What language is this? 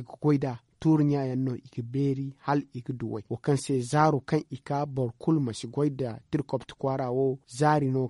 Zarma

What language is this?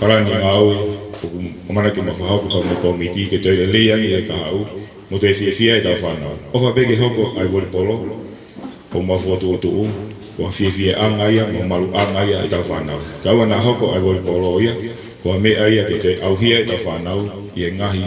Tongan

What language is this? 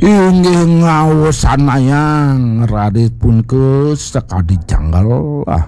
Balinese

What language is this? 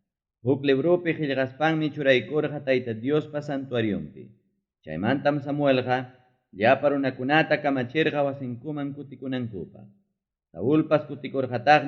Ayacucho Quechua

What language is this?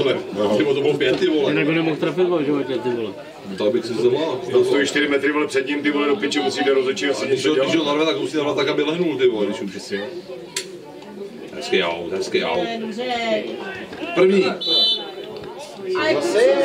Czech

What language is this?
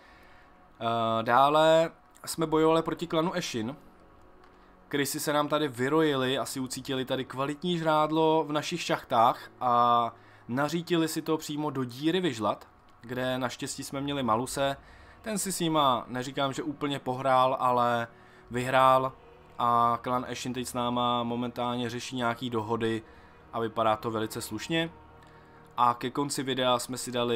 Czech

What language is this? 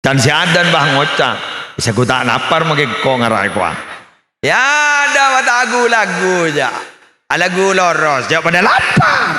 Madurese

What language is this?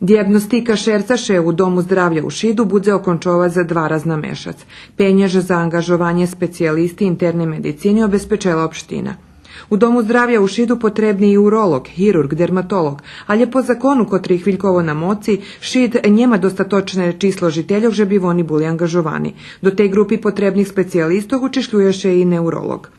Rusyn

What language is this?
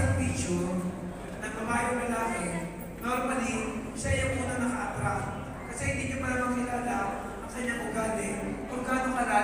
Filipino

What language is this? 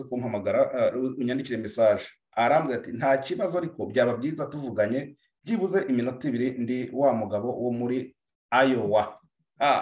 Kinyarwanda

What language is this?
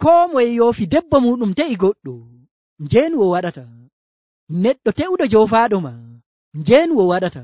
Nigerian Fulfulde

